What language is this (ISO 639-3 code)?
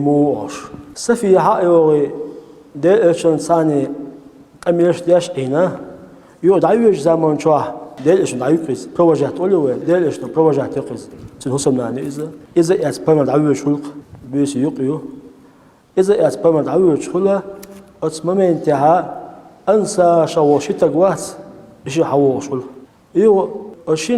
che